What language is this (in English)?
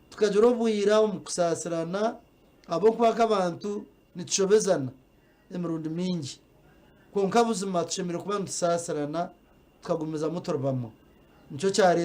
Nyankole